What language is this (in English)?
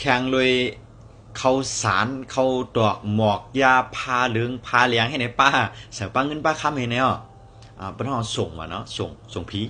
Shan